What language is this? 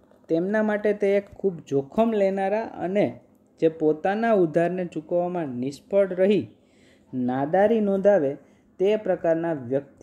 Gujarati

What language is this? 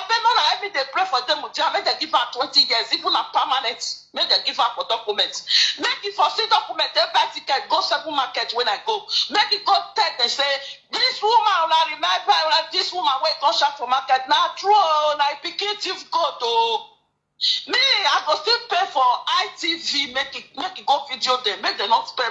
Nigerian Pidgin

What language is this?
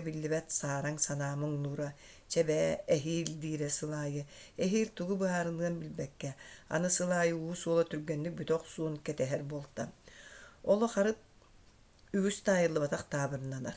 Yakut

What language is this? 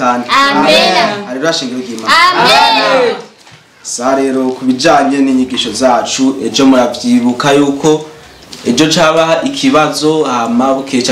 Rundi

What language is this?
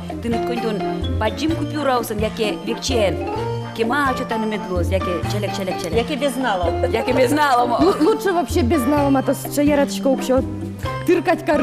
Udmurt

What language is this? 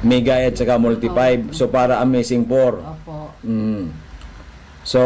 Bikol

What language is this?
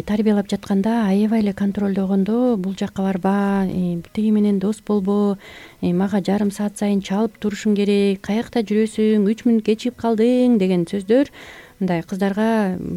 Kyrgyz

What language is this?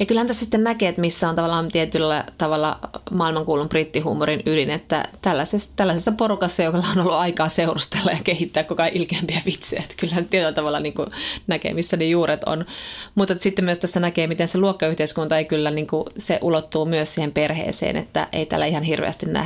Finnish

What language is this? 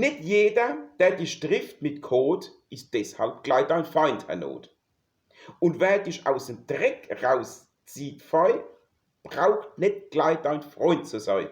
Palatine German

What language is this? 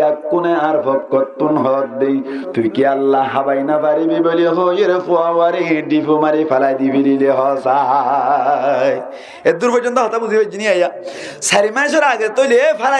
Rohingya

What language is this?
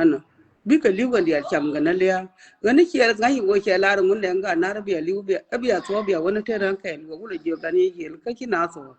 Nuer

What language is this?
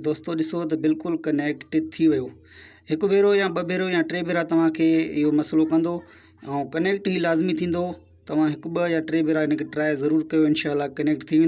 Sindhi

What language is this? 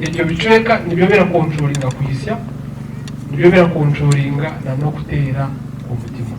Nyankole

